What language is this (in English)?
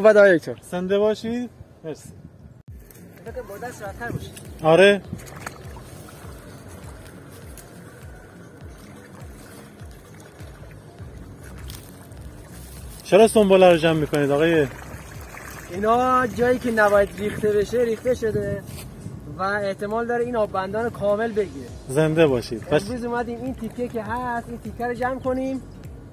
Persian